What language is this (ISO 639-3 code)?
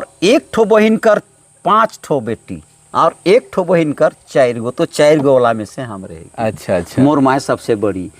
sck